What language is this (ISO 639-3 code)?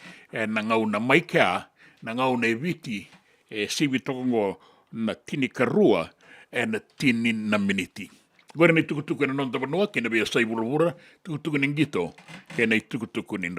fij